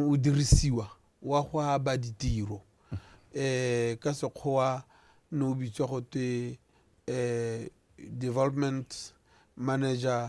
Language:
Tswana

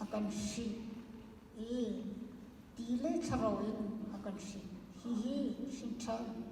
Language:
Hakha Chin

